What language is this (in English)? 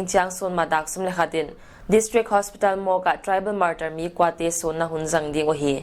Paite Chin